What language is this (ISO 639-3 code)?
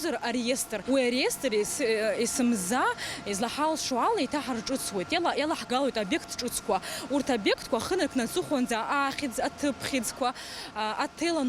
abk